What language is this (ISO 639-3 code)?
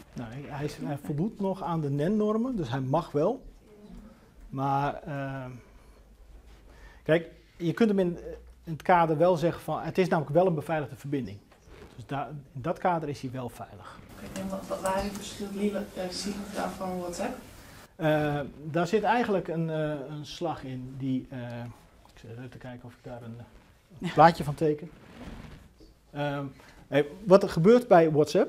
nld